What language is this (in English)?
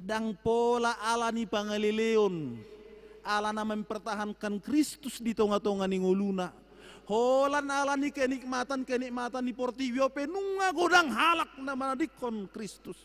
Batak Toba